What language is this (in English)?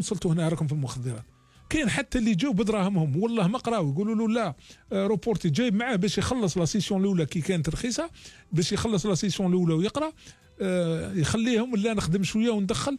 Algerian Arabic